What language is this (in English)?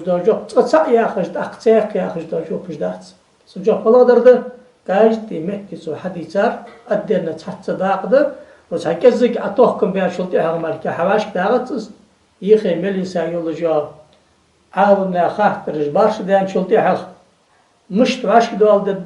Ingush